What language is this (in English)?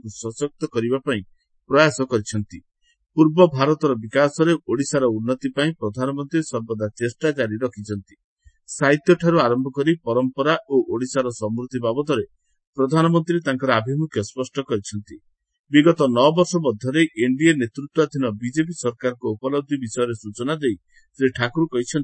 Odia